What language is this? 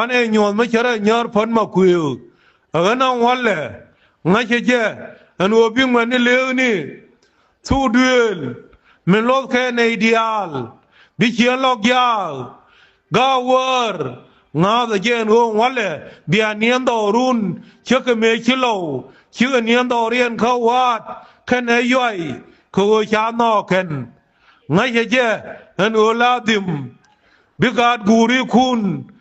Nuer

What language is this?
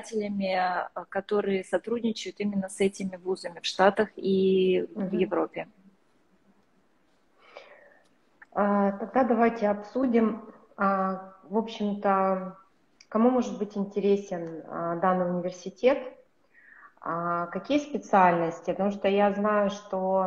Russian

